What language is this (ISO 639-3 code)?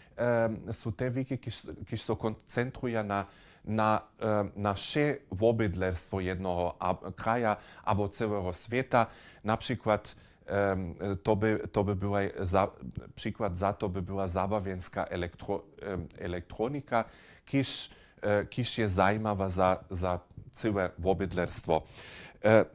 hsb